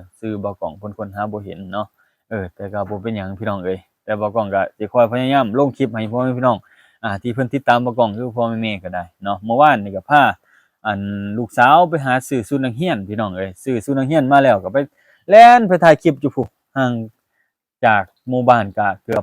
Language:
Lao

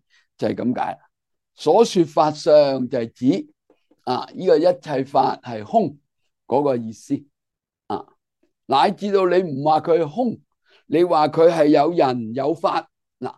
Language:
Cantonese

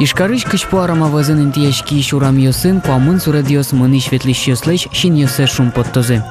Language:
Udmurt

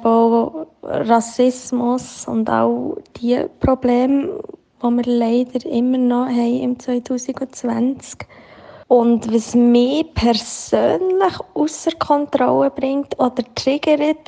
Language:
Swiss German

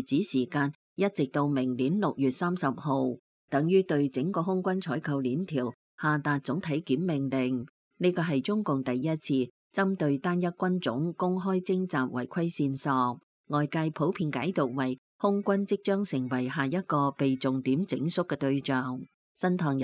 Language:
Cantonese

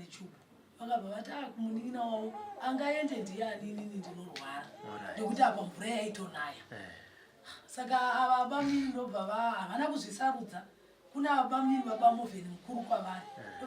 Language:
Shona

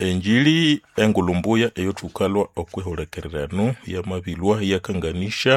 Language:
Nande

